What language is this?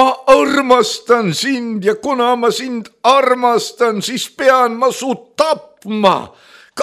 Estonian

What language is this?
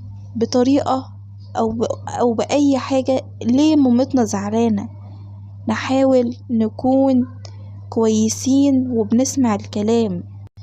Egyptian Arabic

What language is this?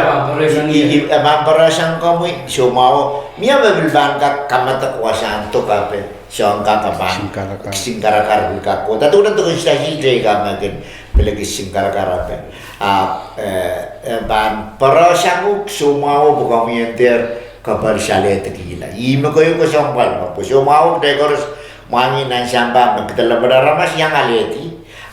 Pohnpeian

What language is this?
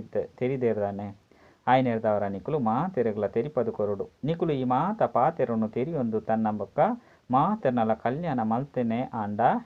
Tulu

